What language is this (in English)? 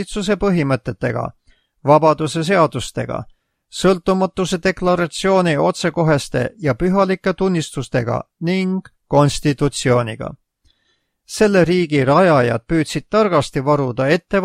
Estonian